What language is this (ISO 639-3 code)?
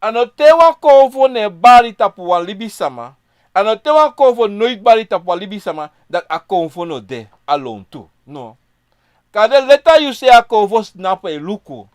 srn